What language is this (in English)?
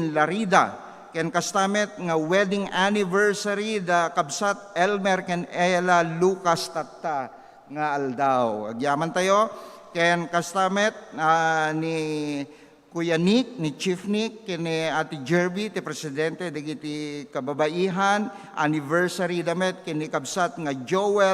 Iloko